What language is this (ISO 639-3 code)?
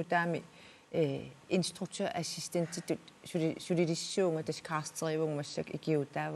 kal